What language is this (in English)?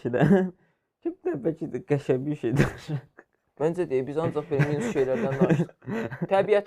Azerbaijani